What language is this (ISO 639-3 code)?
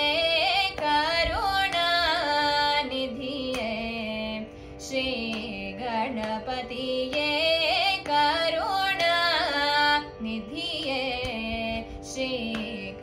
tam